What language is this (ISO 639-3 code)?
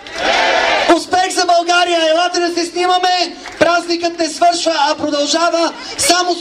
bul